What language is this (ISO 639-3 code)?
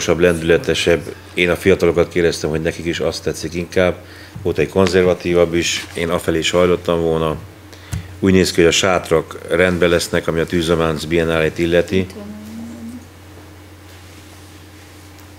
hun